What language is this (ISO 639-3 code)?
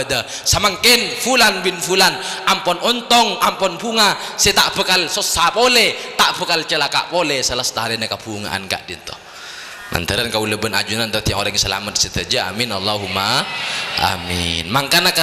mad